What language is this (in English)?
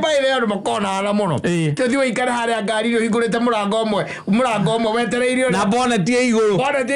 Kikuyu